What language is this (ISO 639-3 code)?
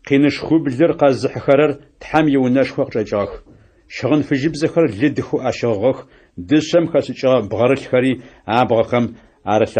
ady